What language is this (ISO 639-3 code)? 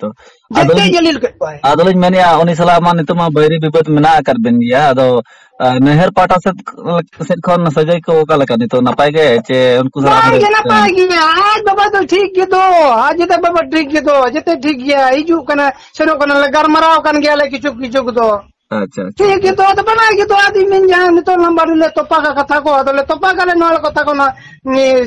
sat